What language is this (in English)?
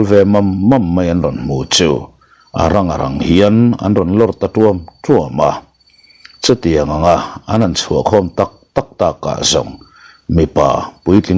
Mizo